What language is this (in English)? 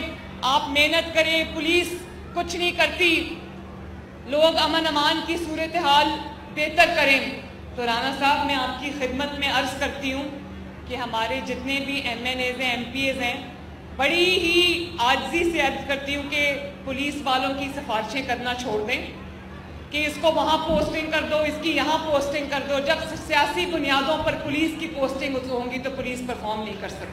Urdu